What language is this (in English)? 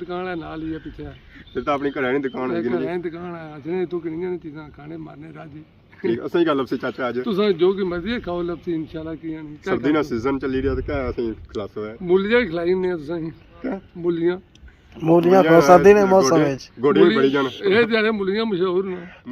Pahari-Potwari